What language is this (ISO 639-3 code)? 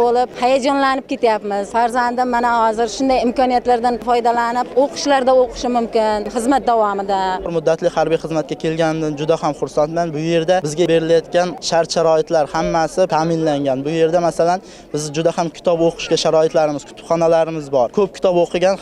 uzb